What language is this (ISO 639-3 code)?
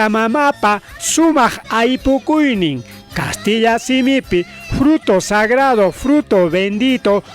quy